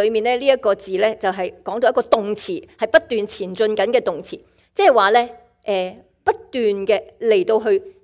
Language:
Cantonese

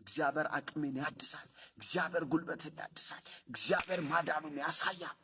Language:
Amharic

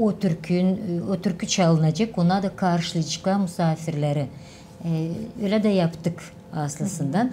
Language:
Gagauz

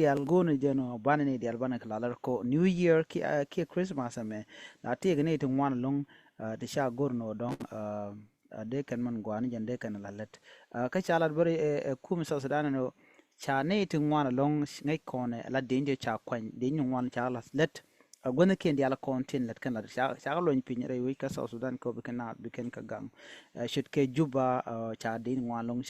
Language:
Nuer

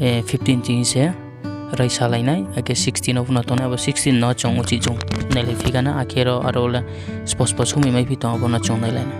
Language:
Riang (India)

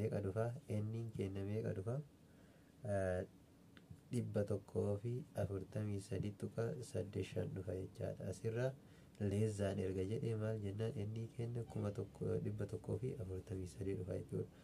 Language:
Oromo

